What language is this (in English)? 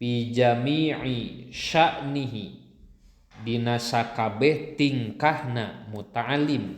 Sundanese